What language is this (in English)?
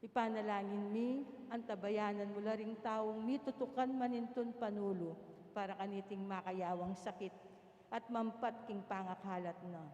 Pampanga